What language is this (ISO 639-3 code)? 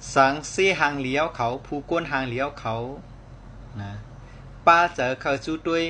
shn